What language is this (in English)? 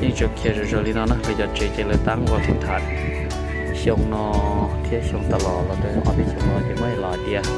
Hmong